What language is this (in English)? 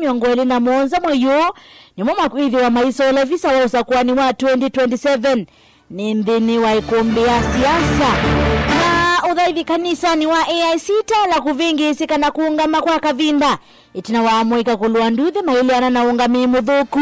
Kamba